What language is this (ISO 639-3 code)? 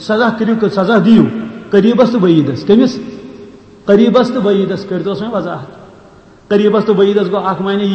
kas